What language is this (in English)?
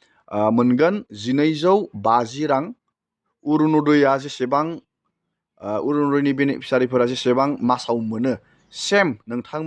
Bodo